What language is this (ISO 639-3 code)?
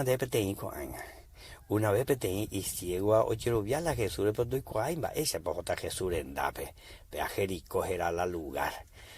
grn